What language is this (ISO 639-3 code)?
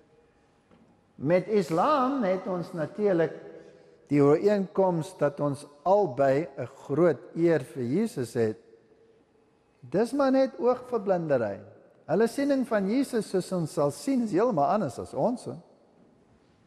afr